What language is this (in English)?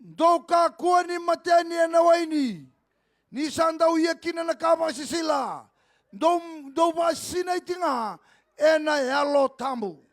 Fijian